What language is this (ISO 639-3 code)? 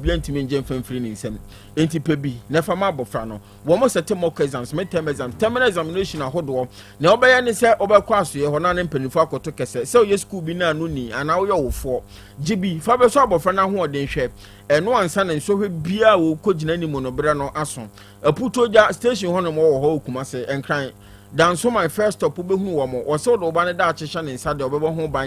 aka